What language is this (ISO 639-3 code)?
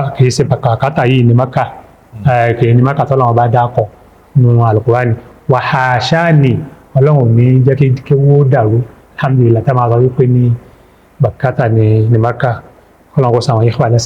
yor